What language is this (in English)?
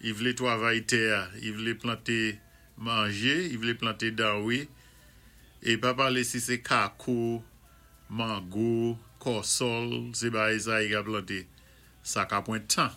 Saint Lucian Creole French